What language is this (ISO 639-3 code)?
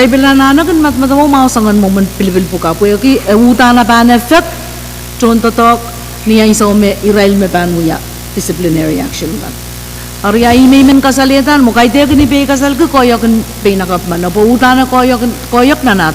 pon